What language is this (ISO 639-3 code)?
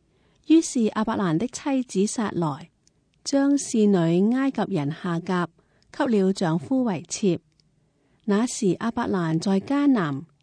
yue